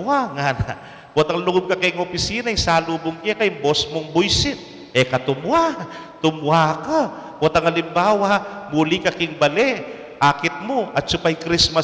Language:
Pampanga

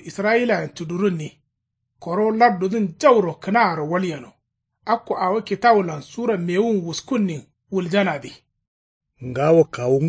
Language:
Kanuri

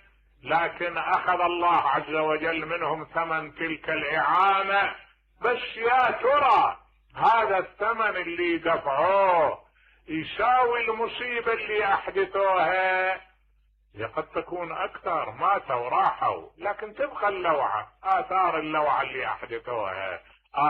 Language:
Mesopotamian Arabic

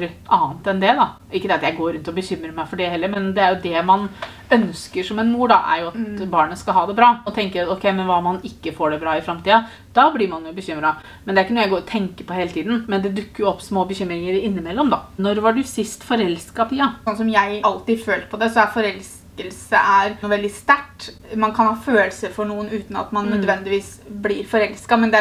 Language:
Norwegian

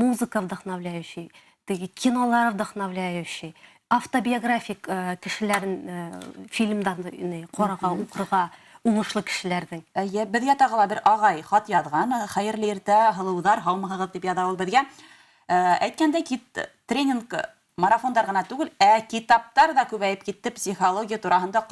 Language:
Bashkir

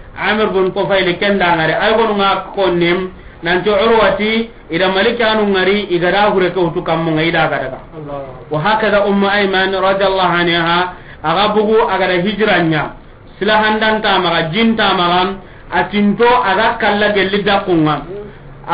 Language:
Soninke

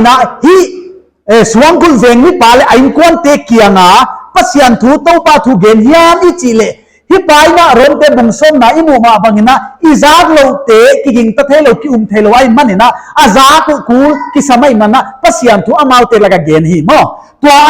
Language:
Paite Chin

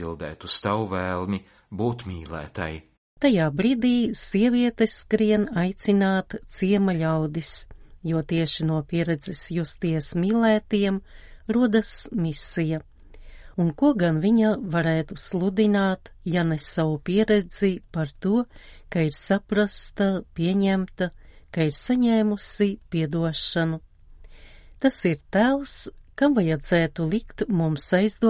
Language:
Latvian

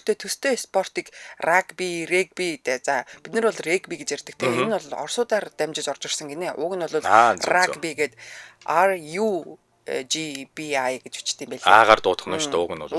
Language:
Mongolian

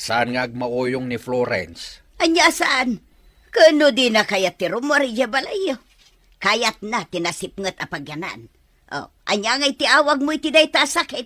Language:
Iloko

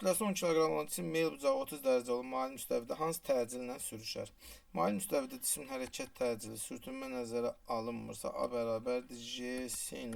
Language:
Azerbaijani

